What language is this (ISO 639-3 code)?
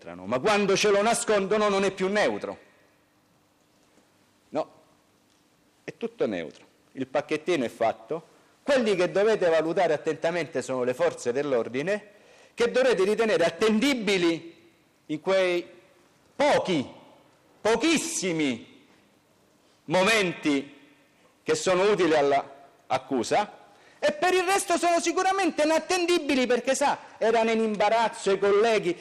ita